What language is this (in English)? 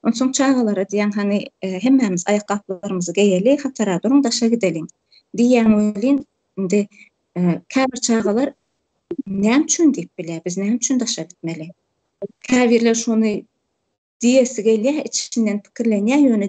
Turkmen